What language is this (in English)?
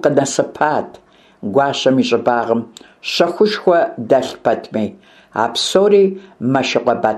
Kabardian